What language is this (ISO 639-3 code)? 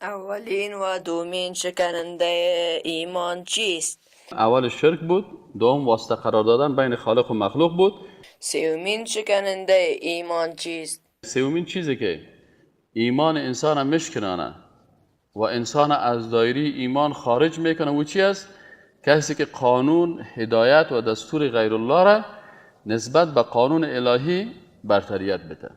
fas